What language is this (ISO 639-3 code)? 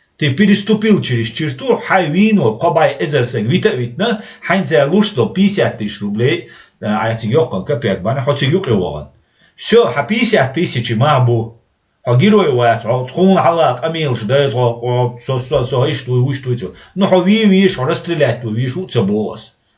che